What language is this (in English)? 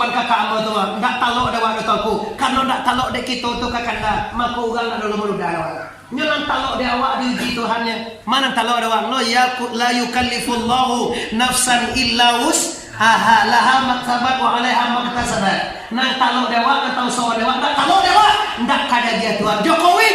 Minangkabau